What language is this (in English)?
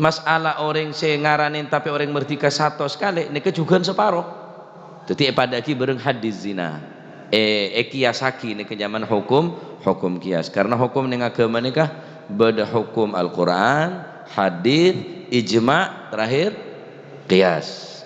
Madurese